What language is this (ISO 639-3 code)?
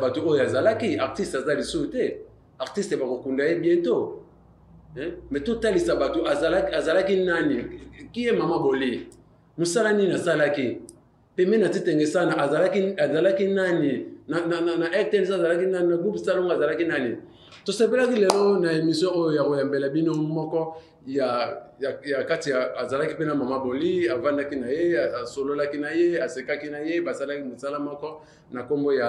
lin